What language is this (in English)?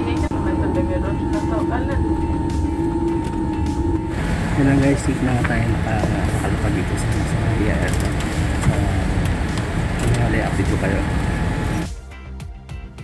Filipino